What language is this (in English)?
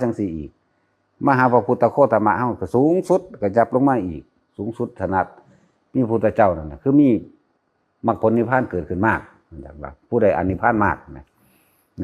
Northeastern Thai